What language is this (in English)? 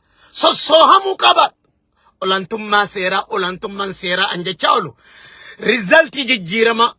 Oromo